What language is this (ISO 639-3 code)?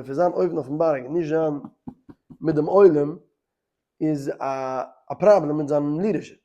yid